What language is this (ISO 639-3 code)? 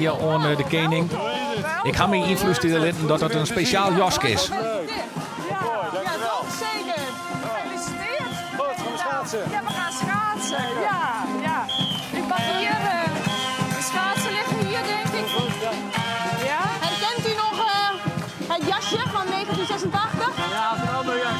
fry